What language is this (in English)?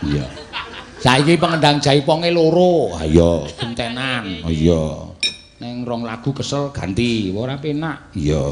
Javanese